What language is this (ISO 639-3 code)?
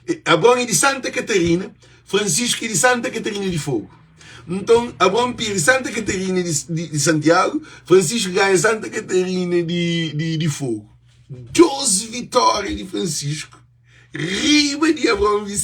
kea